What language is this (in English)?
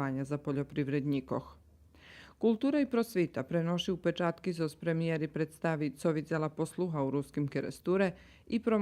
Rusyn